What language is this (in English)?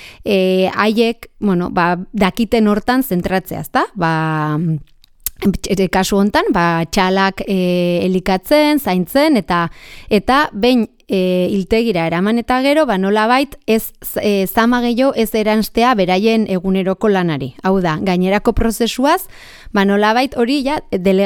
Basque